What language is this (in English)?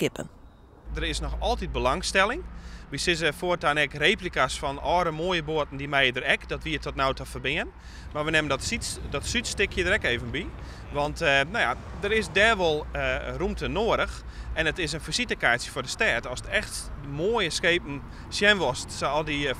Western Frisian